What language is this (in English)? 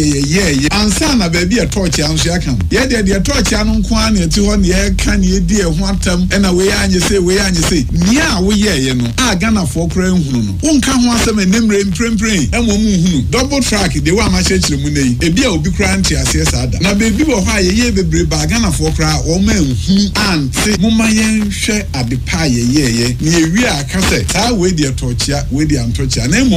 Akan